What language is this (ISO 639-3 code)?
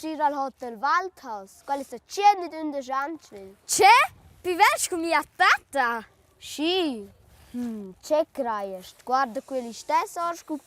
roh